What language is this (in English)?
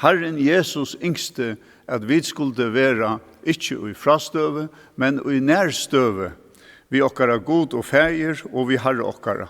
Faroese